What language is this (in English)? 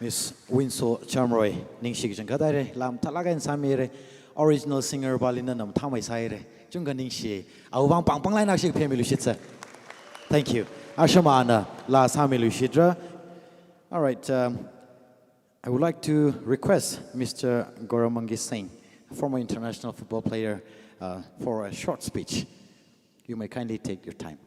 Tangkhul Naga (India)